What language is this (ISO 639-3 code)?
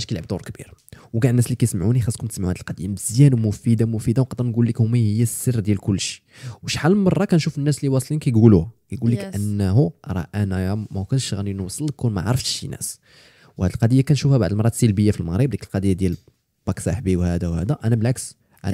ary